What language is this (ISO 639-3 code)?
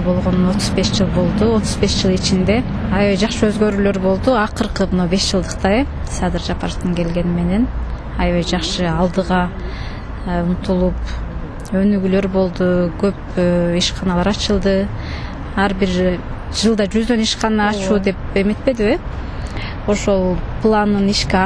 kir